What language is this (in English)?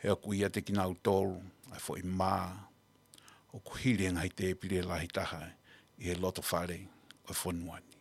Tongan